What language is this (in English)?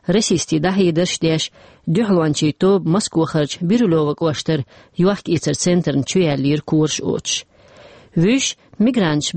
Chechen